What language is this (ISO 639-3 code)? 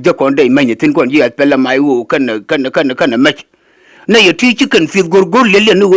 nus